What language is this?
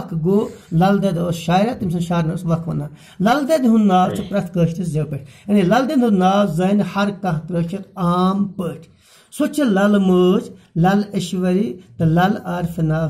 Kashmiri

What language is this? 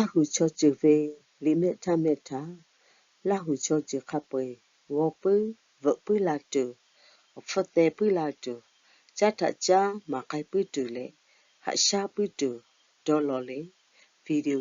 Lahu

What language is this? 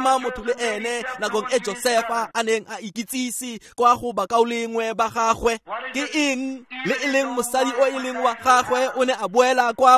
Tswana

